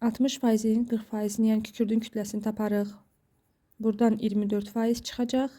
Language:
Azerbaijani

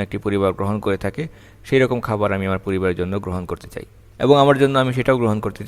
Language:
Bangla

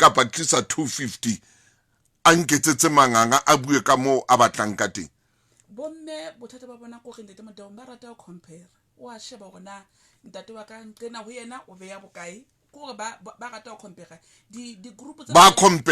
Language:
Southern Sotho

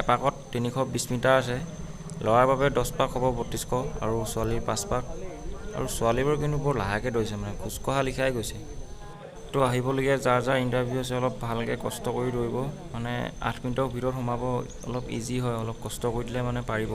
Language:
Assamese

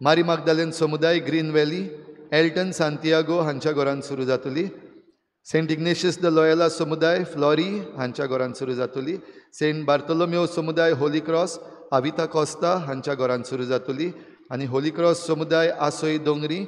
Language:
Konkani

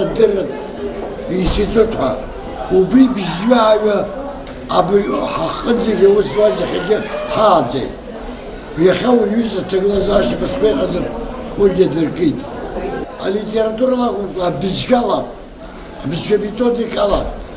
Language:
Abkhazian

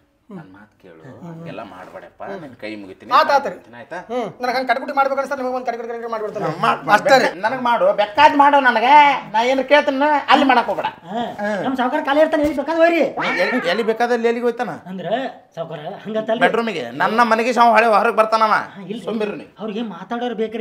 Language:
Kannada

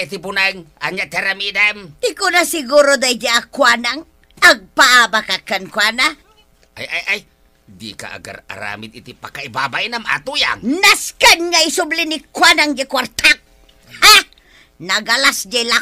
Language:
Iloko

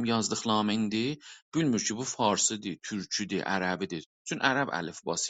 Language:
South Azerbaijani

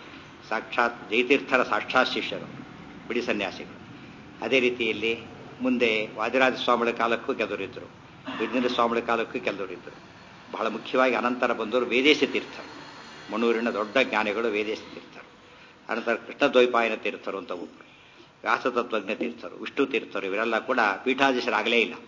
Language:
Kannada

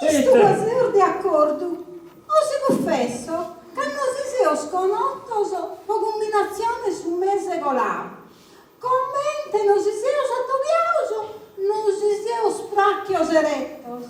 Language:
Sardinian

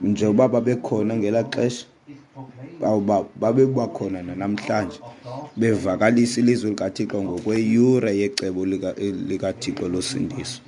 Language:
Xhosa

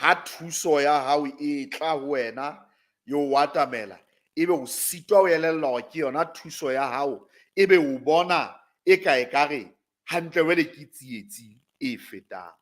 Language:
Southern Sotho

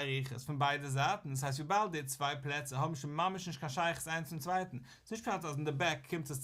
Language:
Yiddish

